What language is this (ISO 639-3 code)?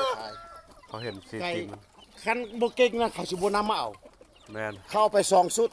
lao